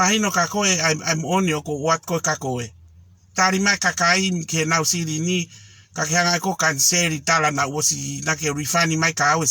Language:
Tongan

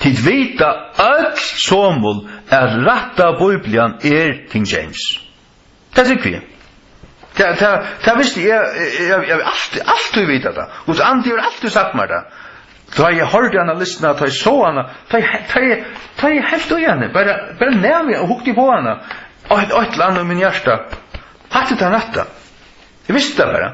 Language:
Faroese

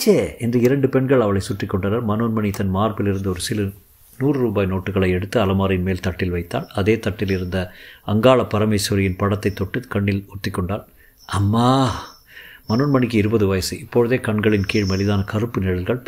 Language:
Tamil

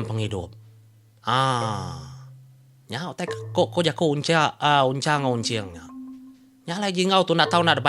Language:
Iban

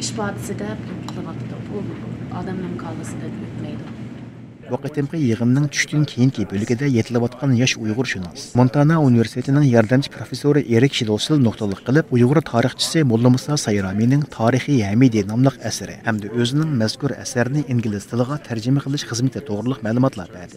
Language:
Uyghur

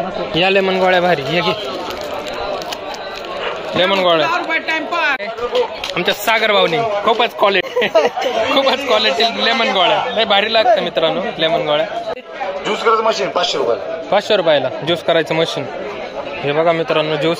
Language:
Marathi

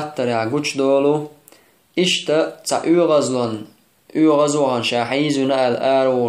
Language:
Chechen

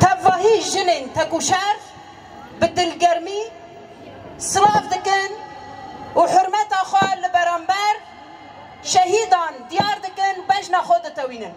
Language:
Kurdish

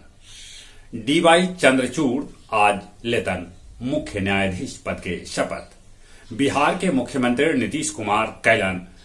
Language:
Magahi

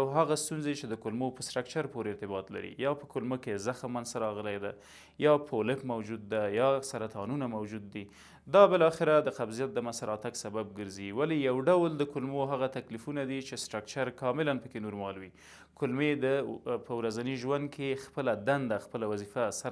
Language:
Pashto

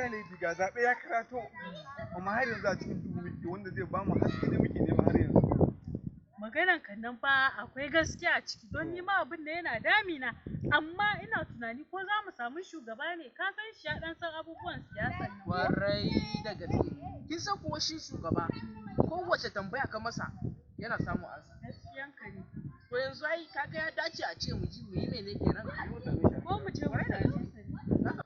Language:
Hausa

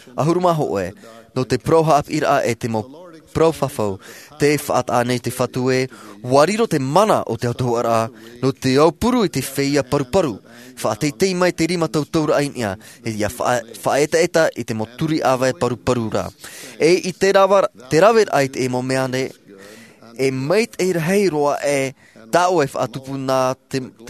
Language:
Tahitian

